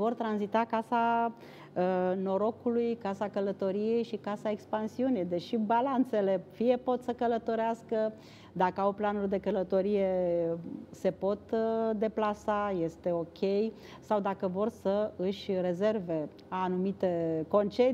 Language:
Romanian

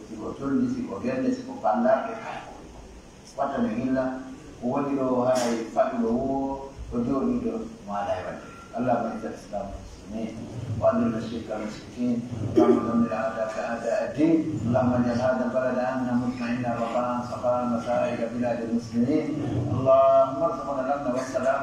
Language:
Pular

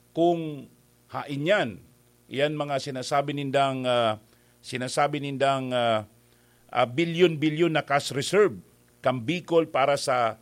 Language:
Bikol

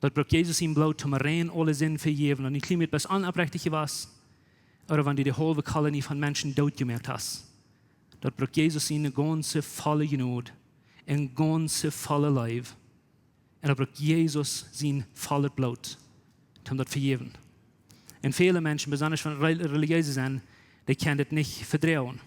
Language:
Plautdietsch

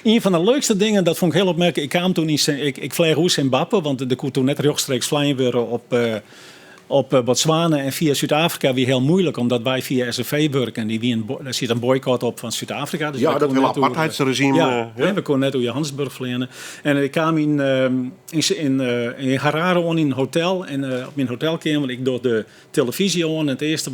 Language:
Western Frisian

